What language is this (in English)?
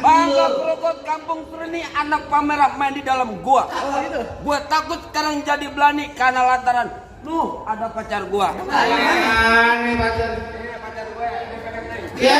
Betawi